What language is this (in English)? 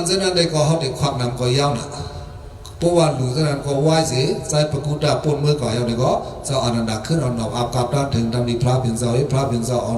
Shan